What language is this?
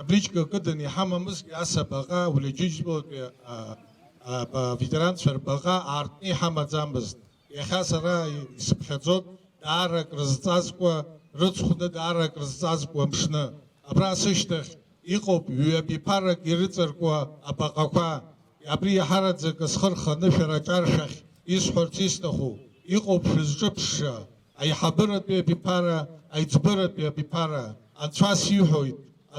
Abkhazian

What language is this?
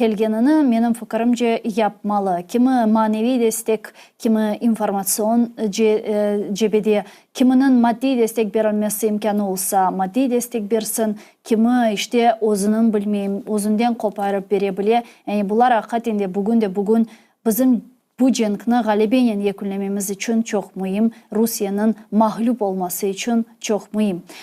Crimean Tatar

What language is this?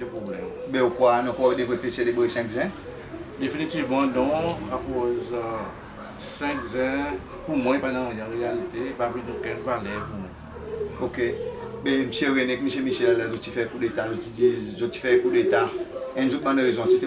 Seselwa Creole French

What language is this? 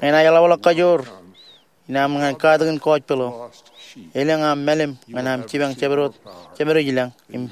Marshallese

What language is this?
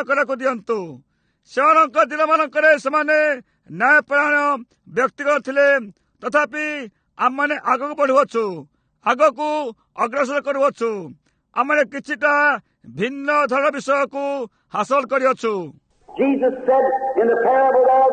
Odia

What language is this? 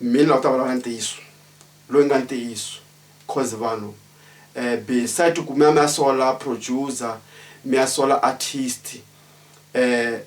Tsonga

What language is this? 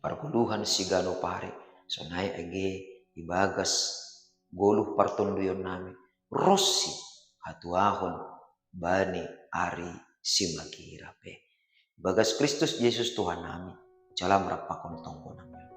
Batak Simalungun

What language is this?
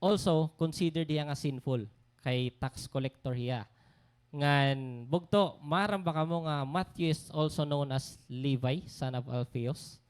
Waray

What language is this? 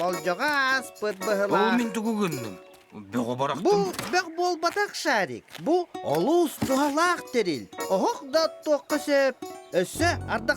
Yakut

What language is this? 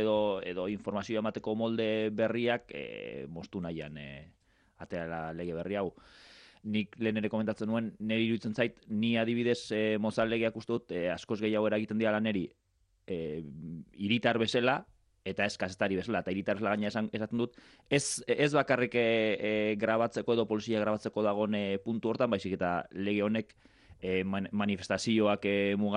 Basque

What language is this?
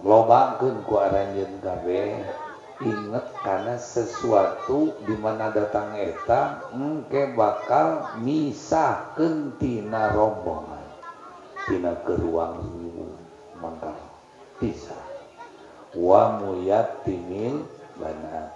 Sundanese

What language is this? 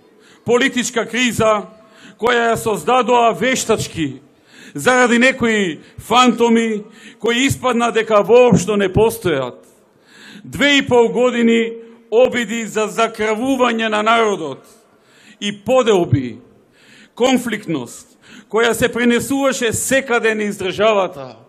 Macedonian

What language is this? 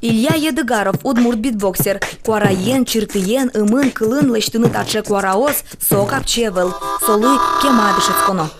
Udmurt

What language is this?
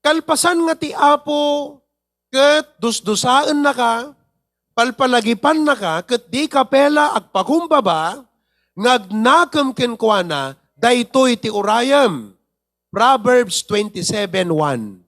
Iloko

